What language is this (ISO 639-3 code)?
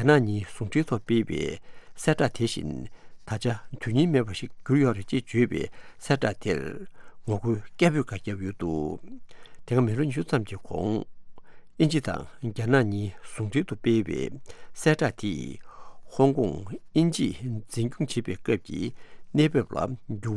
bod